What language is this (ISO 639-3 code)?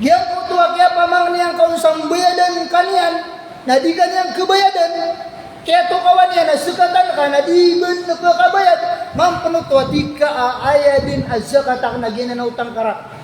mrw